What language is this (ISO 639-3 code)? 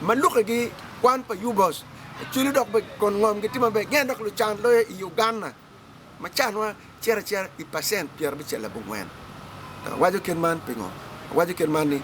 ach